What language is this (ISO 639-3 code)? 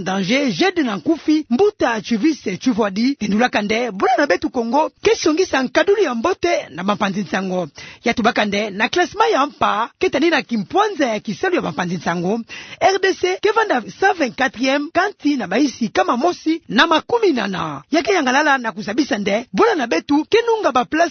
ktu